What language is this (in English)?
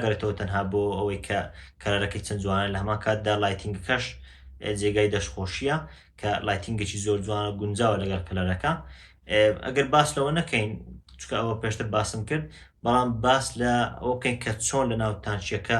Central Kurdish